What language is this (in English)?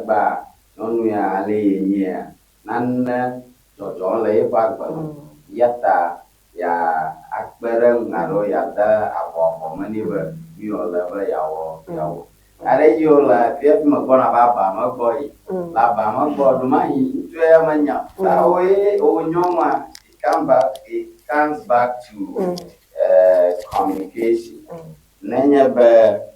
Ewe